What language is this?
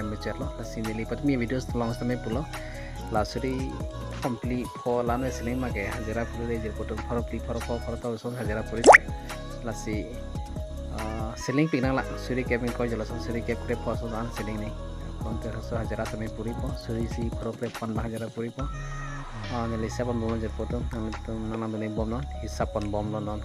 Karbi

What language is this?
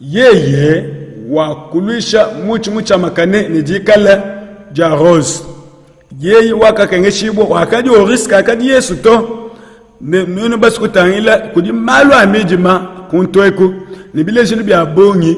Luba-Lulua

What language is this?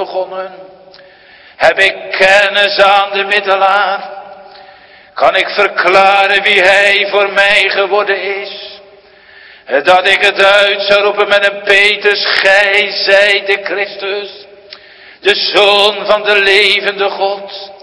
Dutch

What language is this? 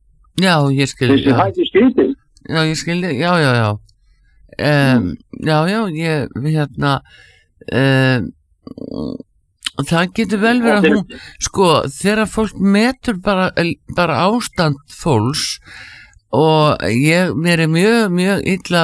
Icelandic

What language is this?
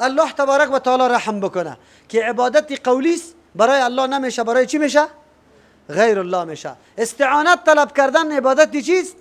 Persian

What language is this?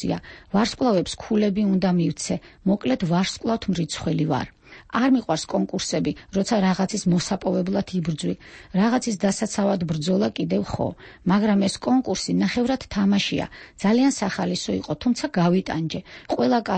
Georgian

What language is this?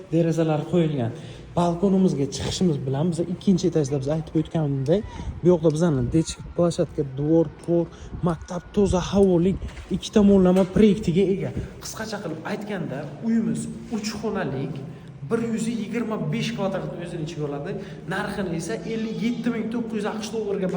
Uzbek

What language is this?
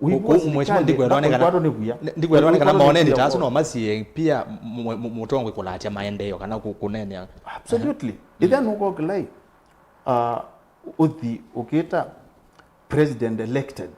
Kamba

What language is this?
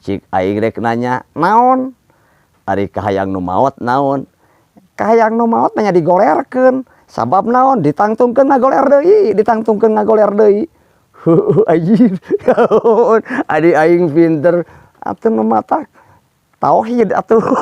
Sundanese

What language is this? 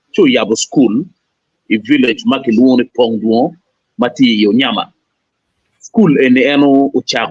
Acoli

